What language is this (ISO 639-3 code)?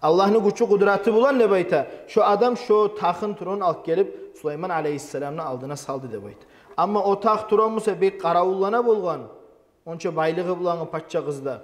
kum